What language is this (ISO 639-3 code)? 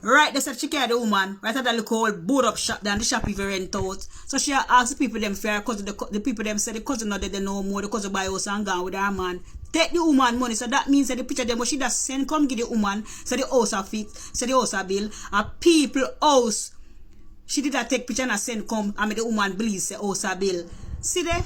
jam